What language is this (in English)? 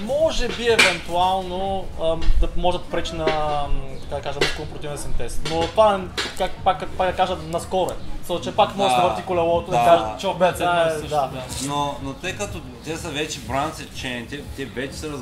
Bulgarian